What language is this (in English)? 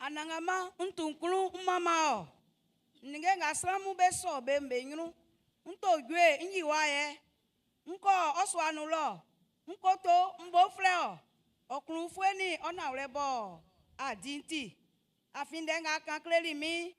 Baoulé